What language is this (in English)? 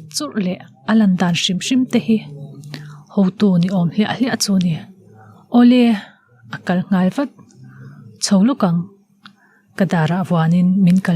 Mizo